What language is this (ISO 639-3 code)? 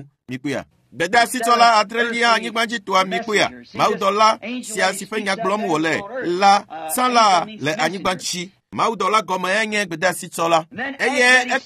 ewe